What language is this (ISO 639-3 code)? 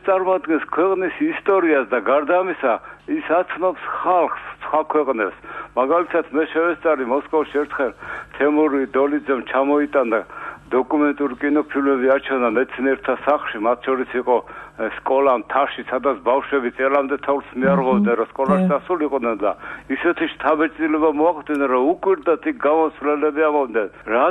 kat